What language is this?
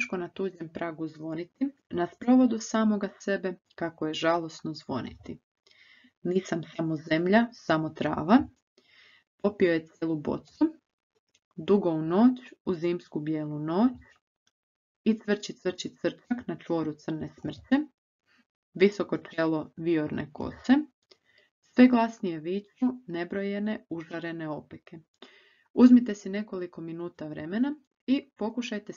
Croatian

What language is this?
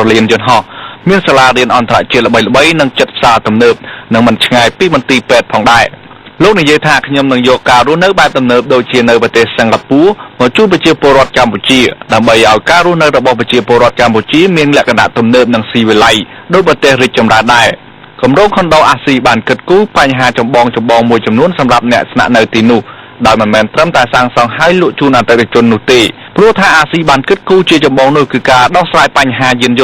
Khmer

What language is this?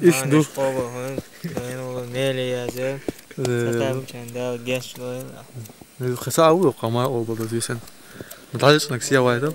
Chechen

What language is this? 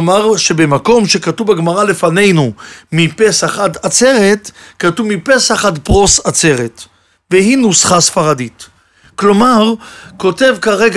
Hebrew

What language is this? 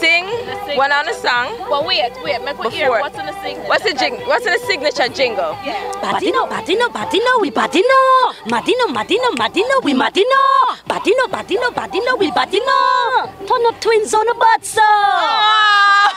Jamaican Creole English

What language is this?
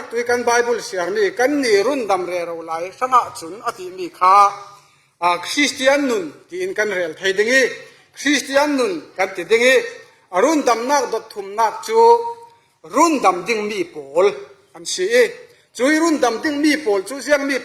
Falam Chin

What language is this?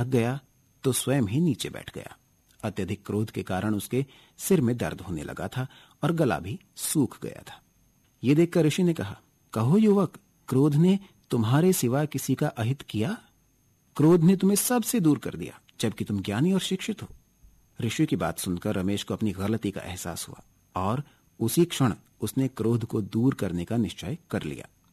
Hindi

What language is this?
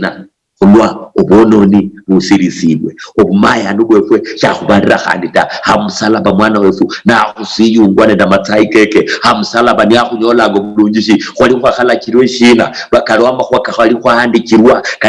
Luyia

